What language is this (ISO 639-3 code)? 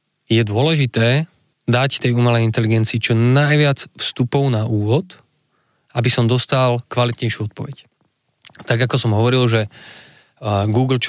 slk